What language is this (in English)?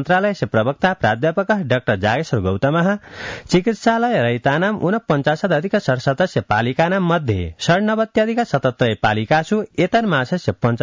Sanskrit